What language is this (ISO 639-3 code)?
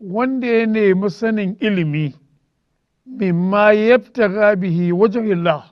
hau